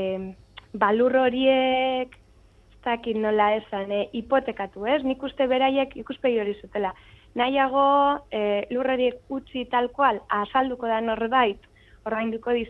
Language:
Basque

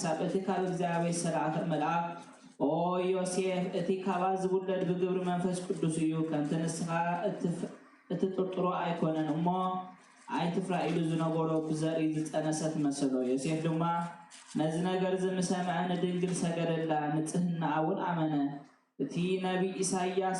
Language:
Tigrinya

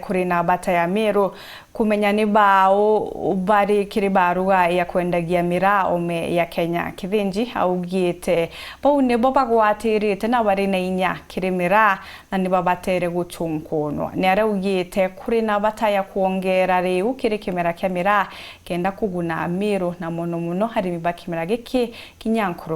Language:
Meru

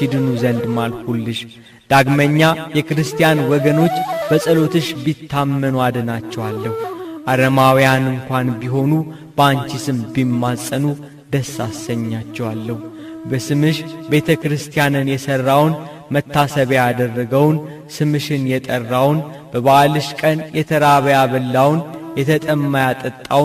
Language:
Amharic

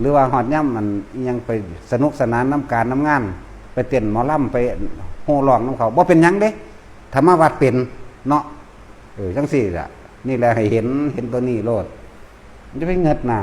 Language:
Northeastern Thai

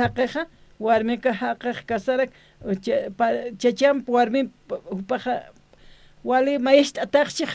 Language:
Aymara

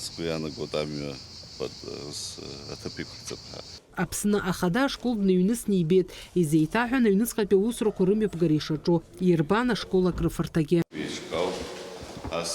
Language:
Abkhazian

